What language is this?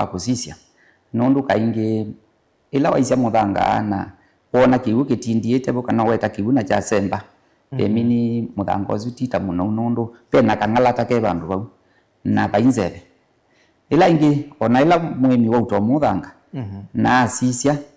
Kamba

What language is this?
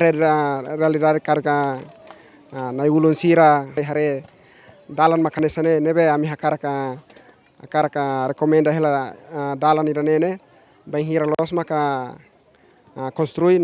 Tetum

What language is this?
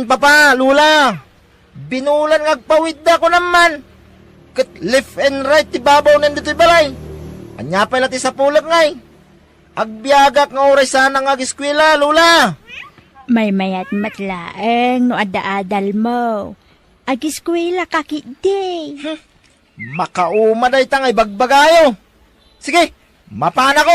Iloko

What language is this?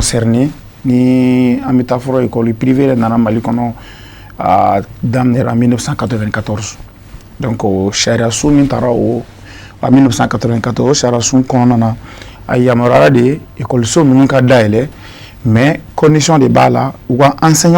Bambara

